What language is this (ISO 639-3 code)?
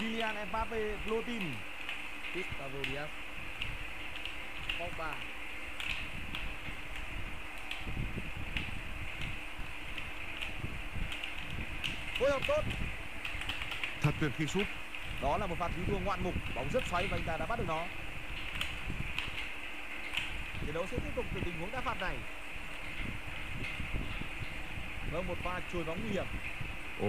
vie